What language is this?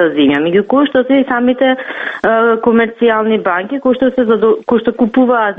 Macedonian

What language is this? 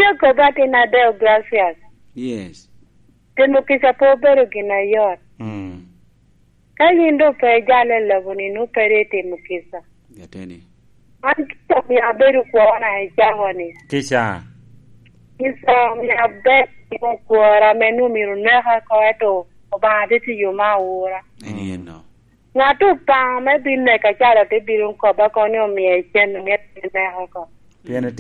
Lango (Uganda)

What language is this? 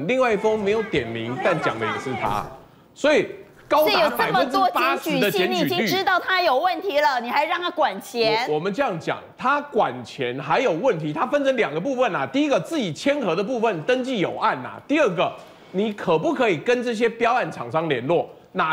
Chinese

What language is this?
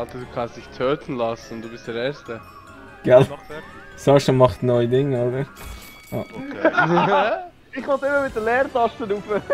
Swiss German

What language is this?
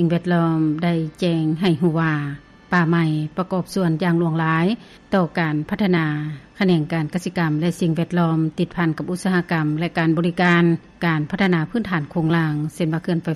Lao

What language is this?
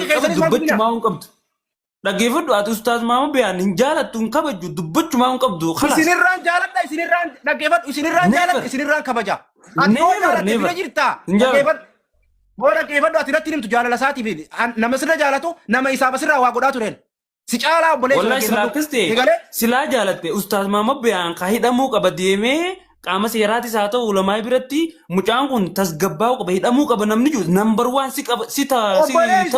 Oromo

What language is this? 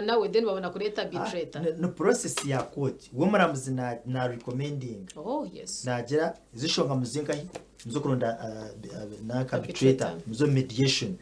Nyankole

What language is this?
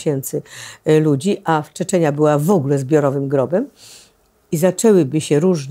Polish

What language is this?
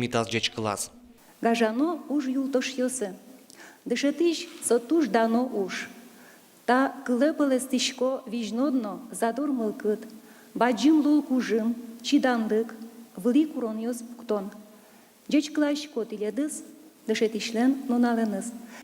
Udmurt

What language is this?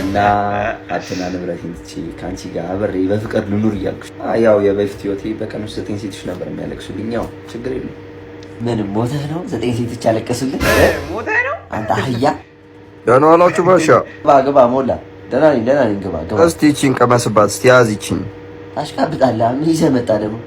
Amharic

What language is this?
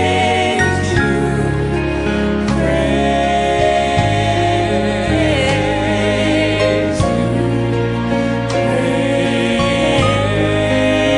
English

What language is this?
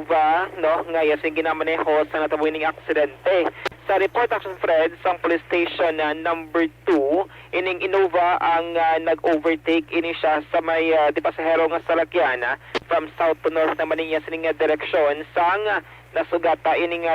Hiligaynon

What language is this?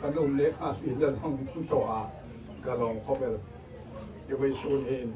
Hmar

